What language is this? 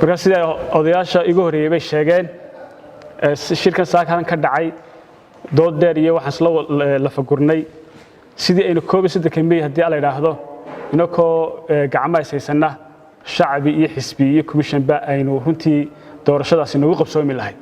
Somali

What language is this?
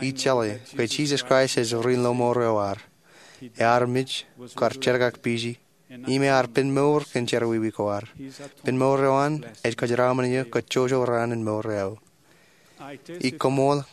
Marshallese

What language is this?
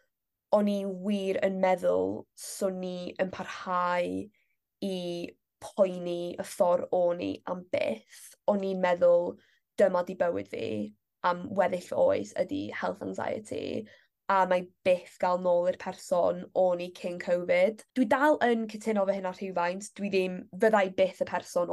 Welsh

